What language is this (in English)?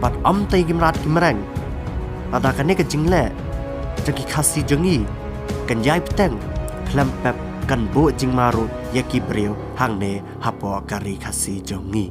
Khasi